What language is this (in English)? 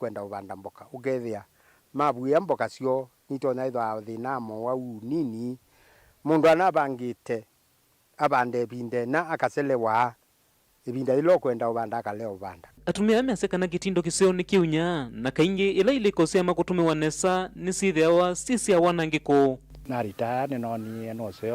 Kamba